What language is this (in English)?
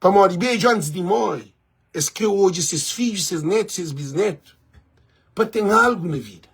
Kabuverdianu